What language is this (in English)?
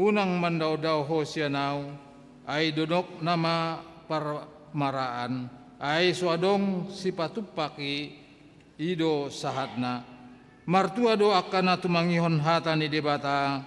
Batak Toba